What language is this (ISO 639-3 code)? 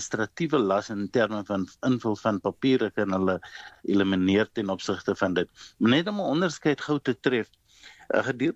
afr